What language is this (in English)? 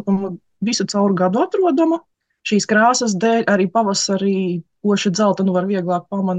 Latvian